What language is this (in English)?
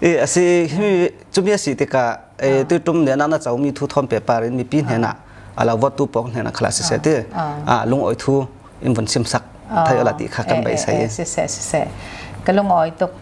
Falam Chin